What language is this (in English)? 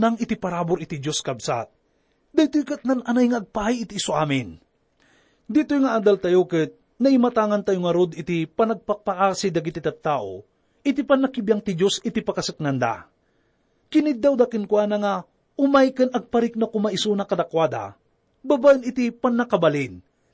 Iloko